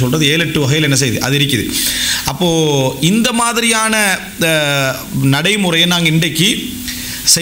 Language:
Tamil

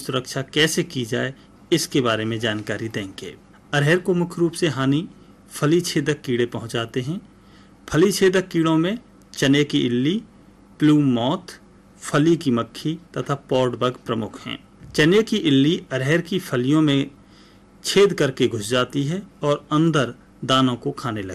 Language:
Hindi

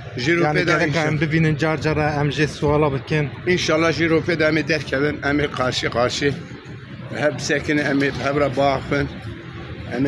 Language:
Kurdish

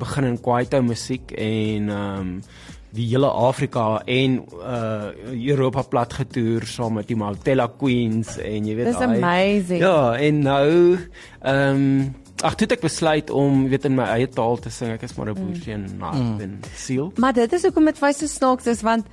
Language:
Afrikaans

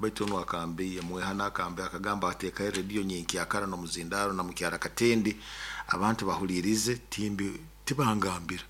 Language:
Nyoro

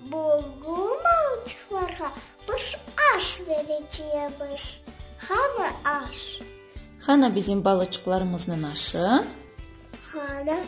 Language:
Crimean Tatar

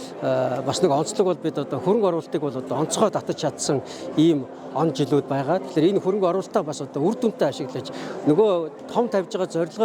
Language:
Mongolian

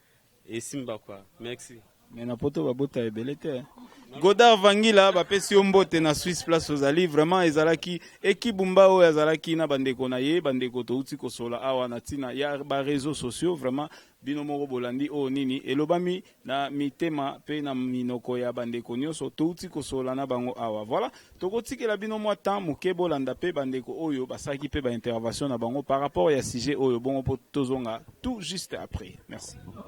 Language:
Lingala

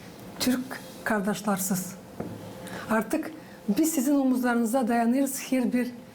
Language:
Gagauz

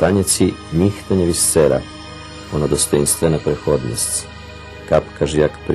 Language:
Rusyn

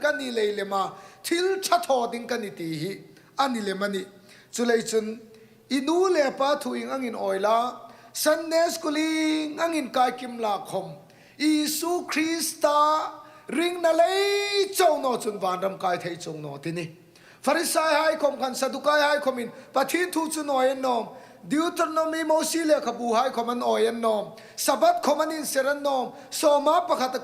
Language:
Hmar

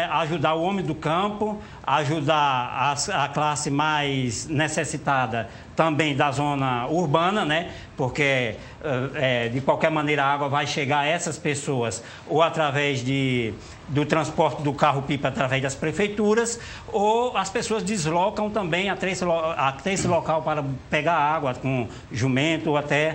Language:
Portuguese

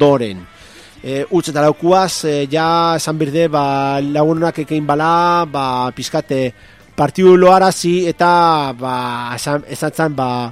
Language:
Basque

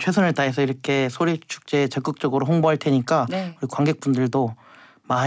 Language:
Korean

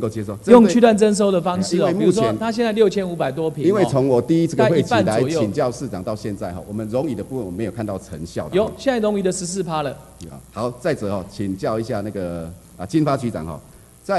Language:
Chinese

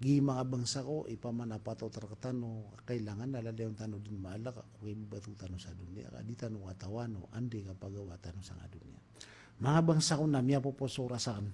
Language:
Maranao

